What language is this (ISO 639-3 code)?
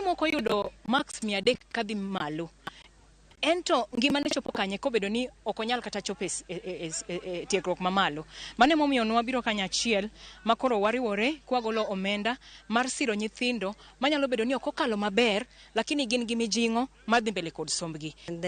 luo